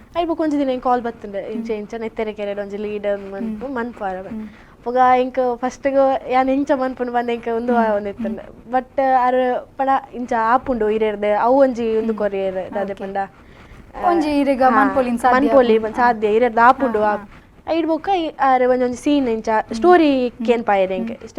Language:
Tulu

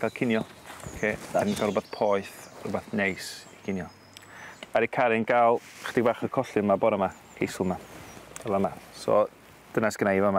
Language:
Welsh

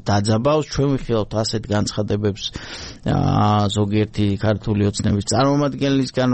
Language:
Georgian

